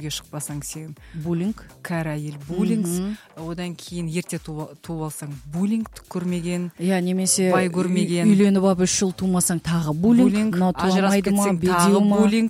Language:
Kazakh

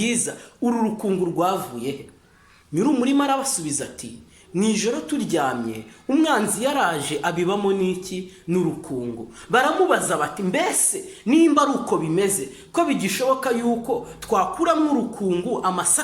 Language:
Kinyarwanda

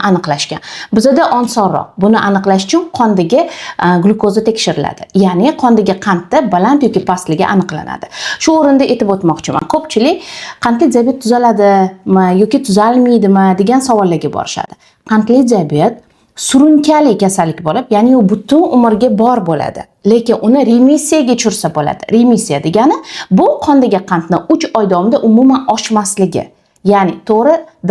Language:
Uzbek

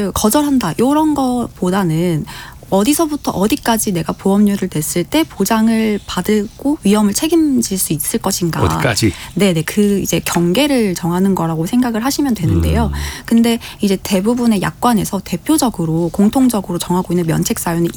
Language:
Korean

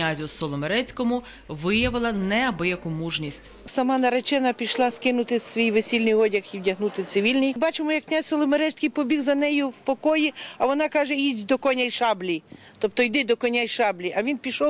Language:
Ukrainian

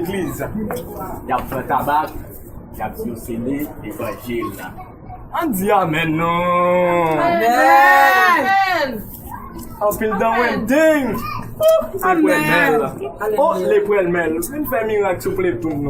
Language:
Haitian Creole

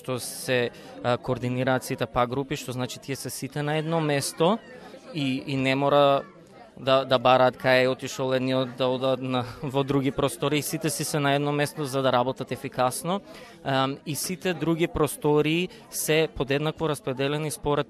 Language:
Macedonian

